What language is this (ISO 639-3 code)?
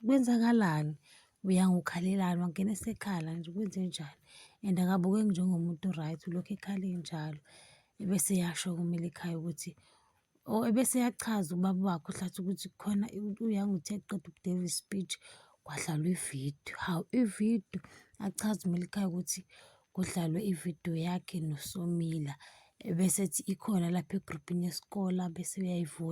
zul